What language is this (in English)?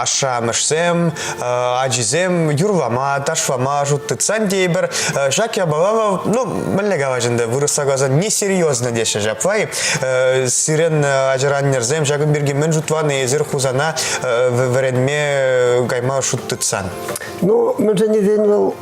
Chuvash